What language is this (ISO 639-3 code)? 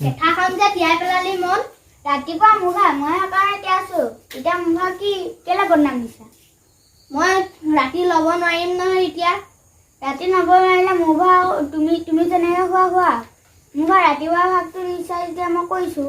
asm